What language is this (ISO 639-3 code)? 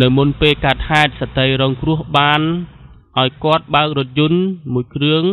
khm